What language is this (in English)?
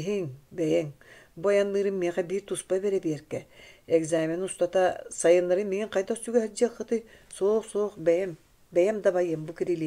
Yakut